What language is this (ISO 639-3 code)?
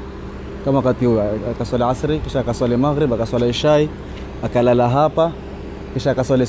swa